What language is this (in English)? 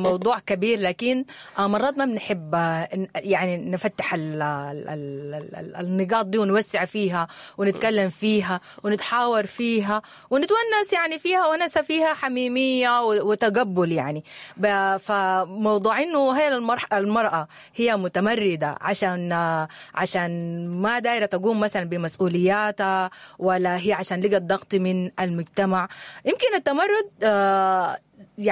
Sudanese Arabic